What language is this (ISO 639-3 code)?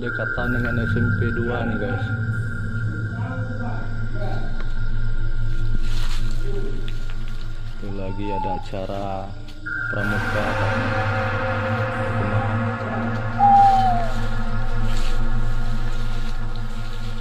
ind